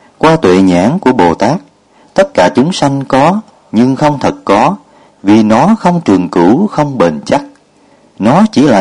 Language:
Vietnamese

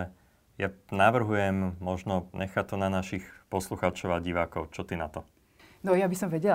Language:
Slovak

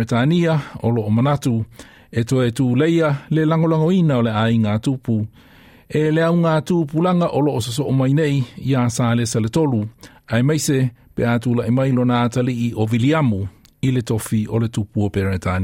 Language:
Samoan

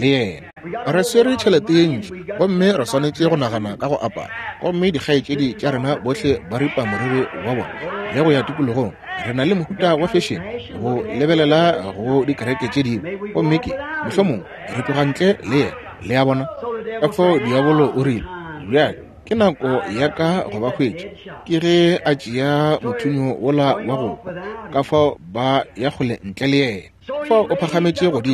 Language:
Northern Sotho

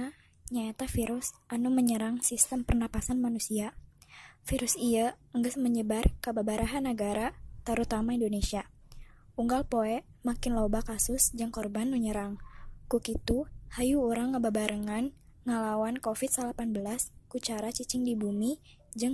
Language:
Sundanese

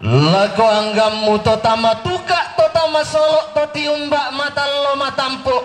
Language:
Toraja-Sa'dan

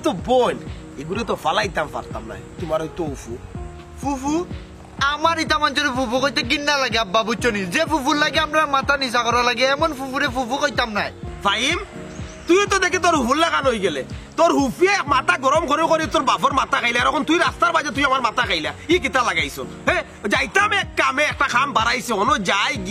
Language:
Sylheti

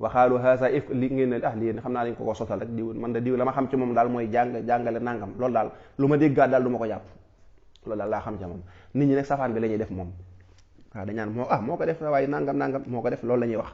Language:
Wolof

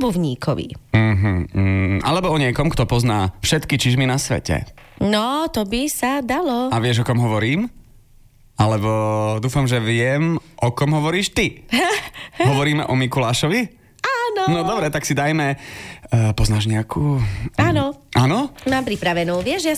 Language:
Slovak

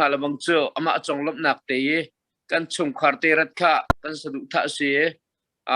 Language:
Hakha Chin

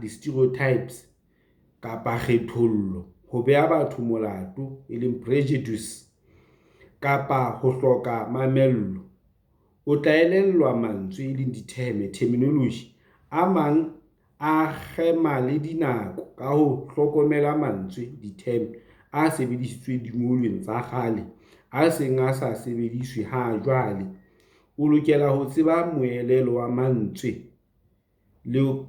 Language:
Southern Sotho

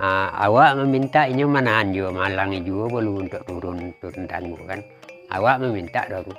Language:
Minangkabau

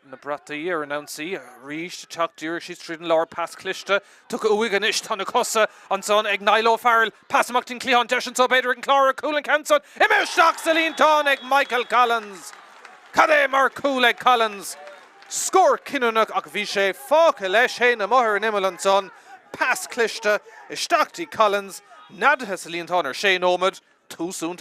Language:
Irish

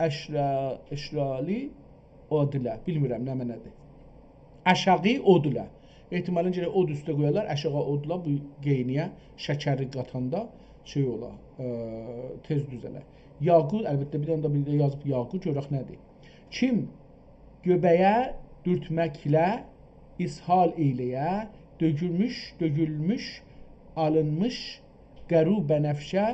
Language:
South Azerbaijani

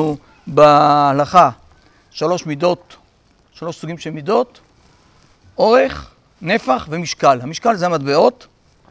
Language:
Hebrew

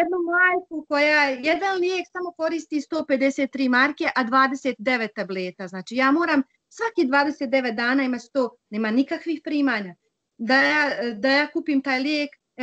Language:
Bosnian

